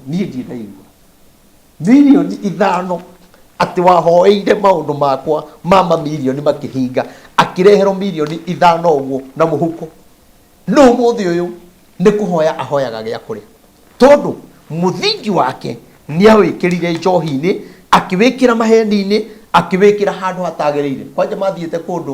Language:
Kikuyu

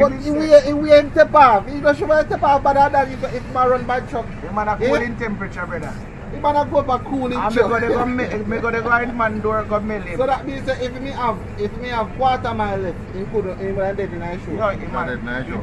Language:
Jamaican Creole English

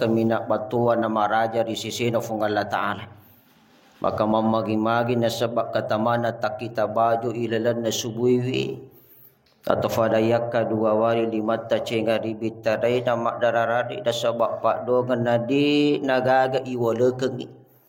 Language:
Buginese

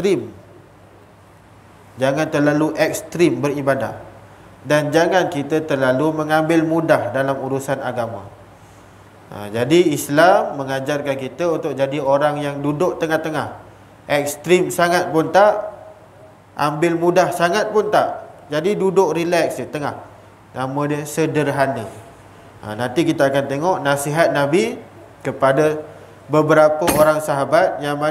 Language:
Malay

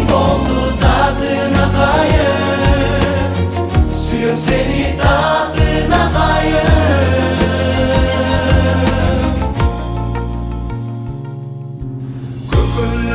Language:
Kyrgyz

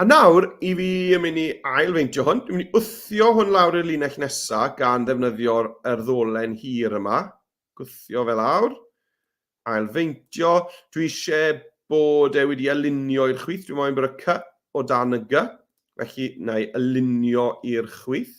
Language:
Welsh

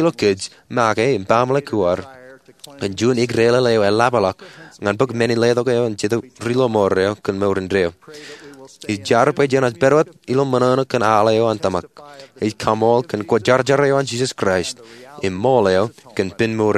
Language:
Marshallese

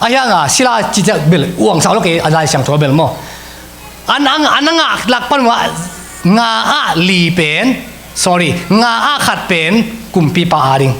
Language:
Tedim Chin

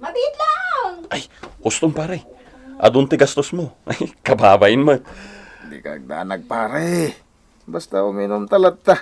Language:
Iloko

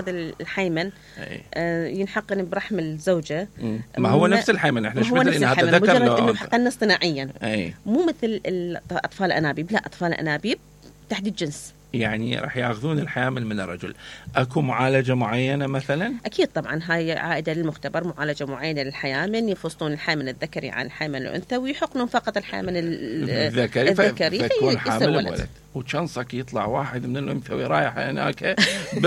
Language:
Mesopotamian Arabic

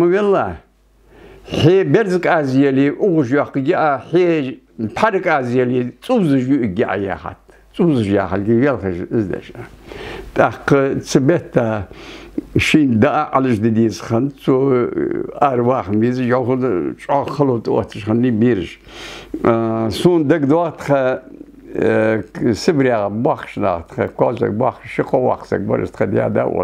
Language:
Ingush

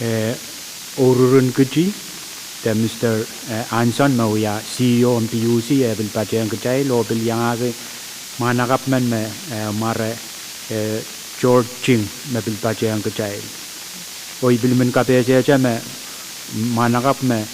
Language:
Pohnpeian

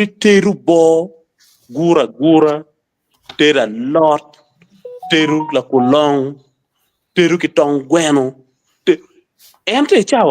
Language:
Acoli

